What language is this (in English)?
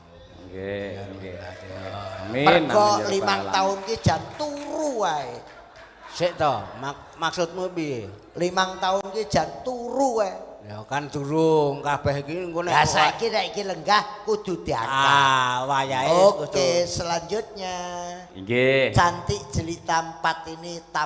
Javanese